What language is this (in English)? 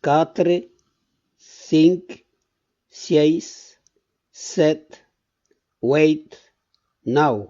Occitan